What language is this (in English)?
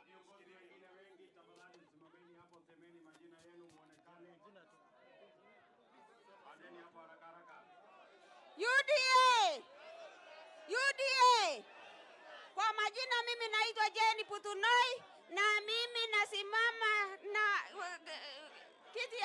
Swahili